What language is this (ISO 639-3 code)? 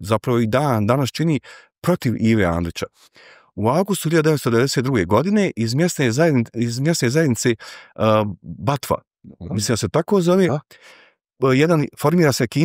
bos